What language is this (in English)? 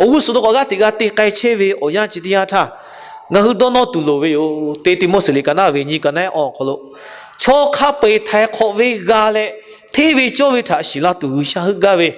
Lahu